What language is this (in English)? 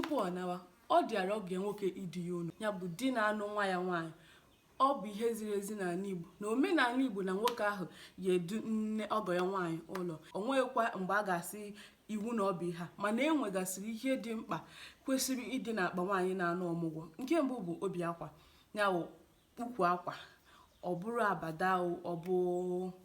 Igbo